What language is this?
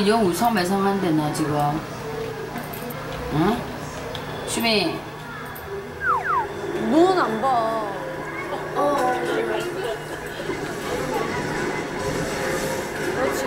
Korean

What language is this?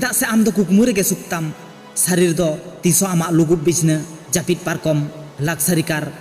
Santali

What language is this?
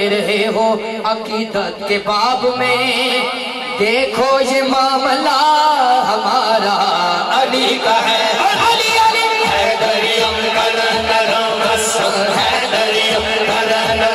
Urdu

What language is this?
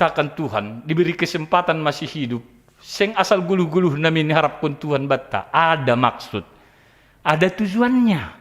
Batak Simalungun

